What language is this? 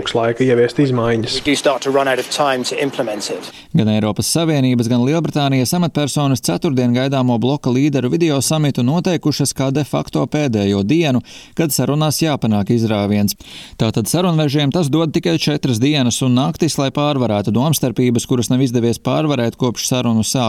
Latvian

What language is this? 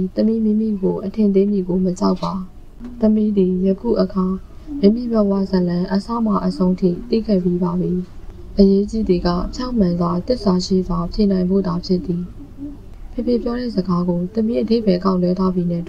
Burmese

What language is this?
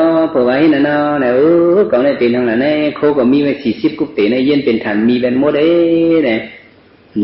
Shan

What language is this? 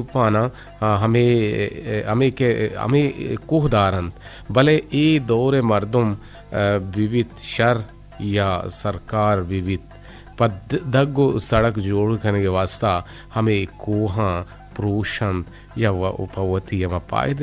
Eastern Balochi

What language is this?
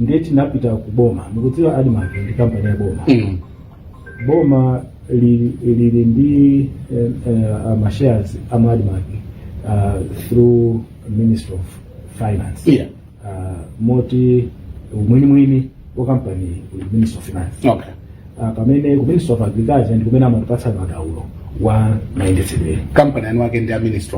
Nyanja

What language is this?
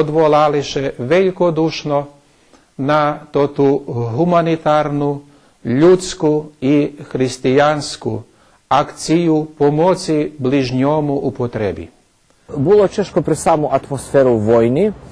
Rusyn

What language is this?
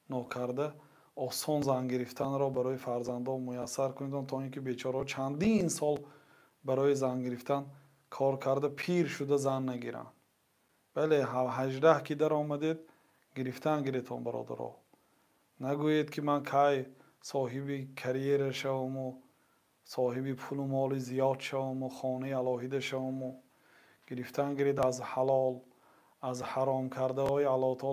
Tajik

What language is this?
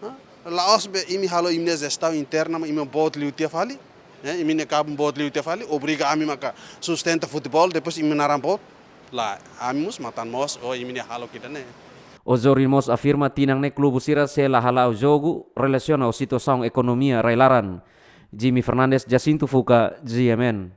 Tetum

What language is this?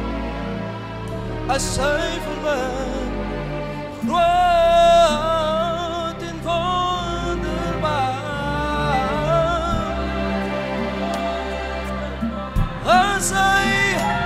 Afrikaans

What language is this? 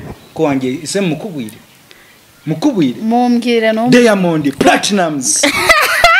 Kinyarwanda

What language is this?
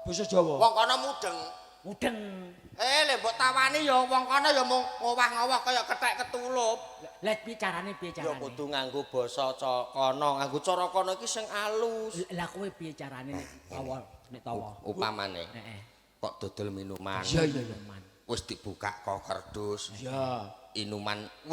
Javanese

